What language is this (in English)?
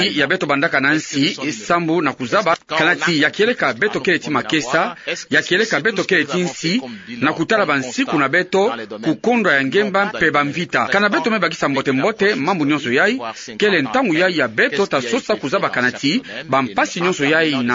Kituba (Democratic Republic of Congo)